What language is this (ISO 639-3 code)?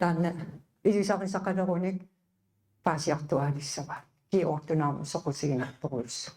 kal